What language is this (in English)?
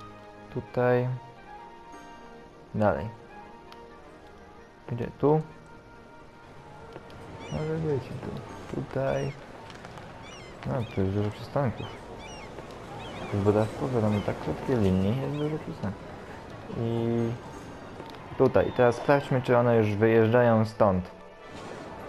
Polish